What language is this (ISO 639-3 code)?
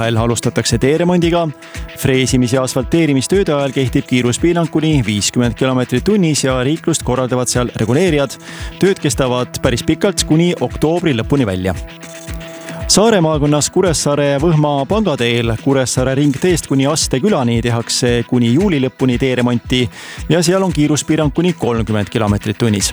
est